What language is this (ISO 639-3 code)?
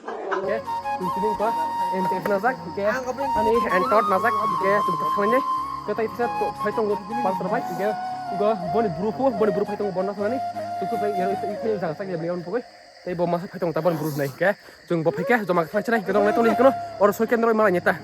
trp